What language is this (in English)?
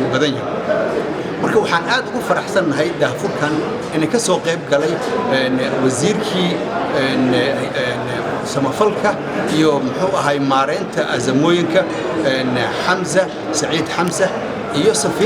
Somali